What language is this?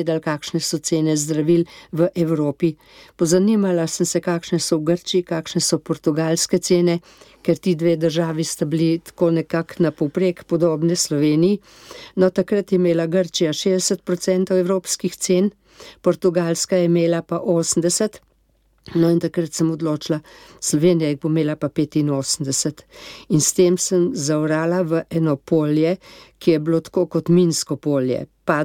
Slovenian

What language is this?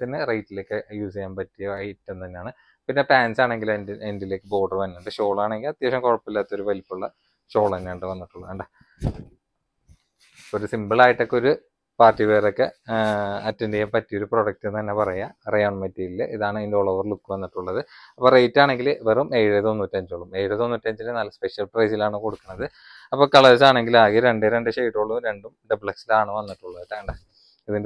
Malayalam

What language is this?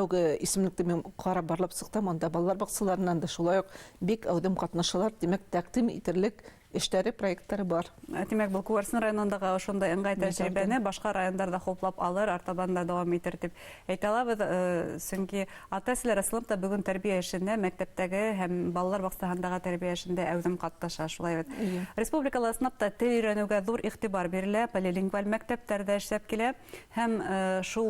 Bashkir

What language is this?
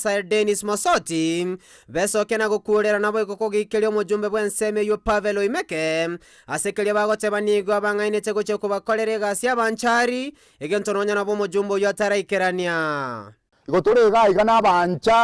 Gusii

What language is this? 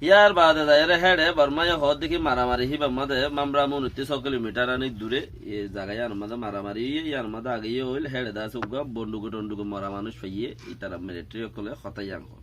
Rohingya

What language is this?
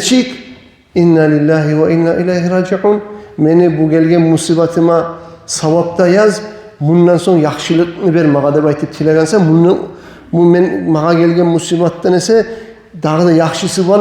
Kumyk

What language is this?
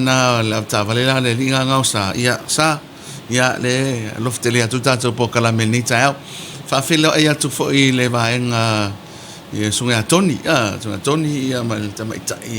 Samoan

